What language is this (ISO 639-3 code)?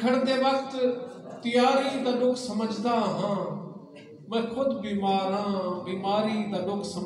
skr